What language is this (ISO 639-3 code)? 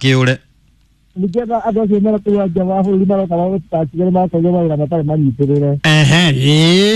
kik